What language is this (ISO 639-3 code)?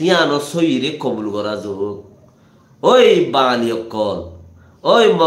rhg